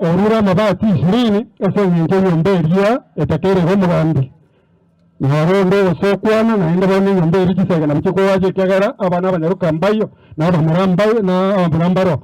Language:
Gusii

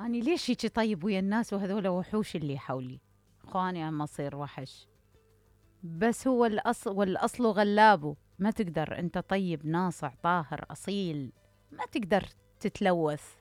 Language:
Mesopotamian Arabic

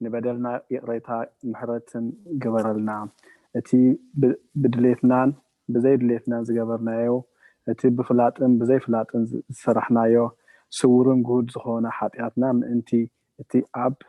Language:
Tigrinya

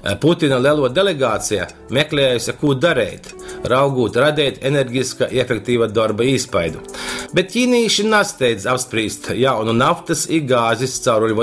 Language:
Latgalian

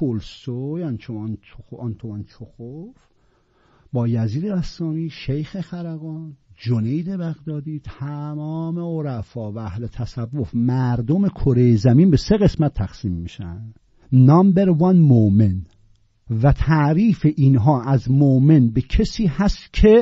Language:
Persian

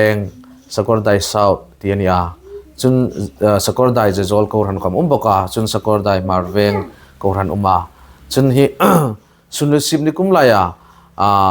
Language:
Hmar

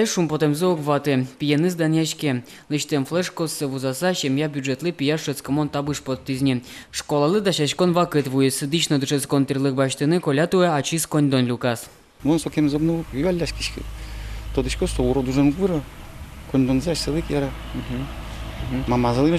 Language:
Udmurt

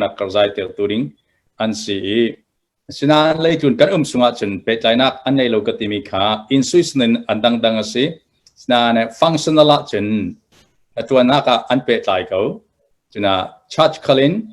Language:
Hakha Chin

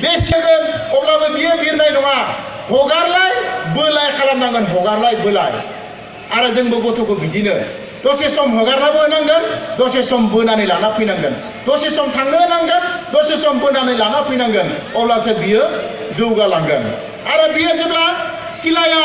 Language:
Bodo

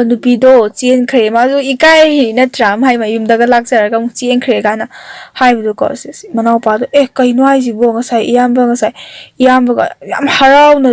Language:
Manipuri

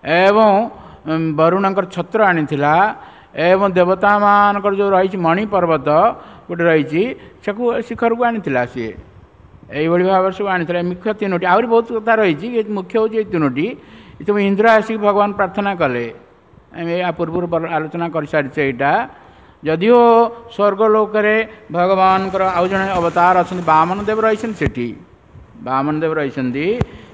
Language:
Odia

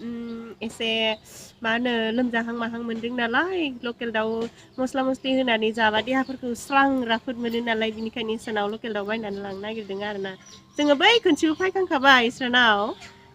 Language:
Bodo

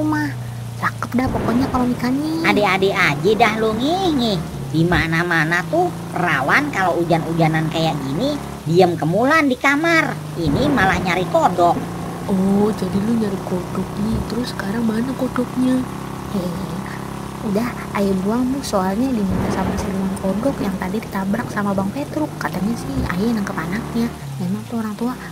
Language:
Betawi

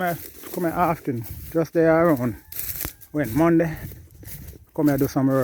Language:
Jamaican Creole English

